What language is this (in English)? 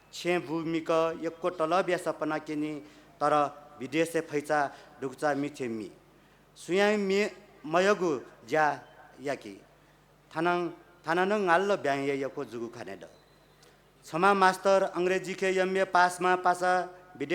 Newari